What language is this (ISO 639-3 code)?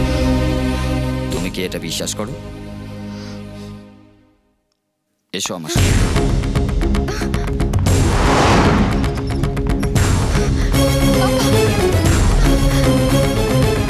ben